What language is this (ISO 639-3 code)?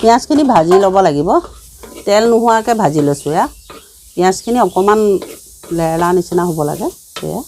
asm